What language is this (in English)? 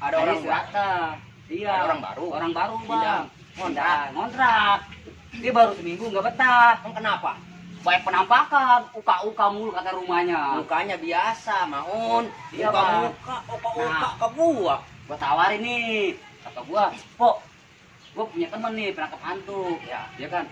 Betawi